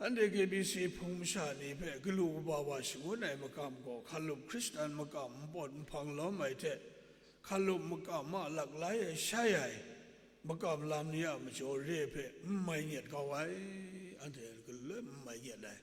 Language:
Kachin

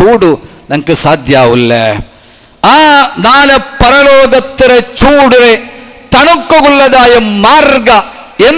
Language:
Malayalam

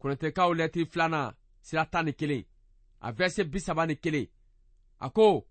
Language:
Bambara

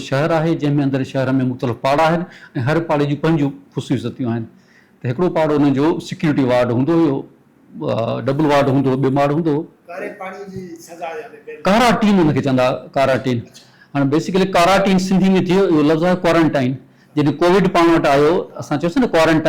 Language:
Sindhi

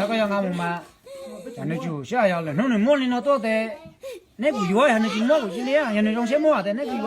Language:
Hmong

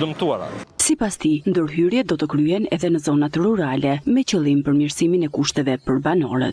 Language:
Albanian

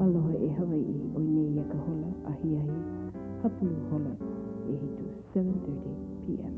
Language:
Hawaiian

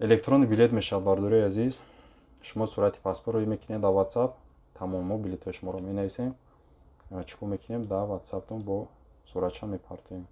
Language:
Tajik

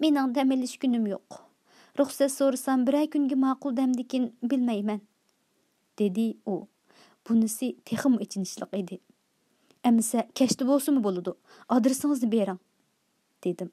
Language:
Uyghur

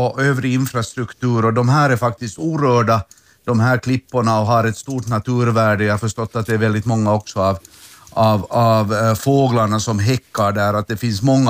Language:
Swedish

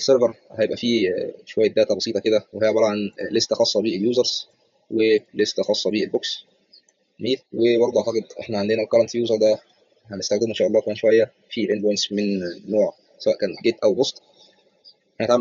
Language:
Egyptian Arabic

